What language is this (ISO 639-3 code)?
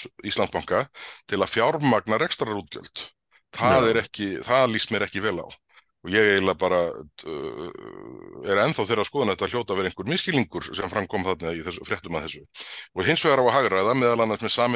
isl